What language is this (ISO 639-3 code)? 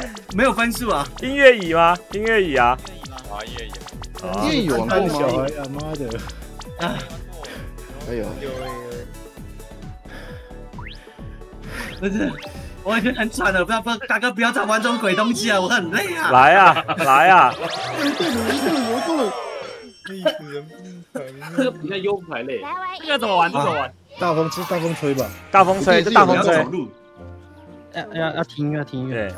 zho